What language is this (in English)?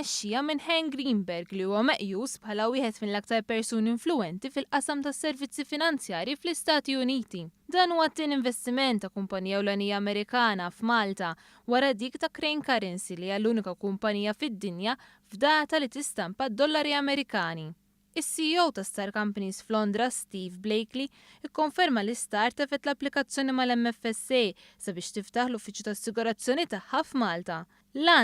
Maltese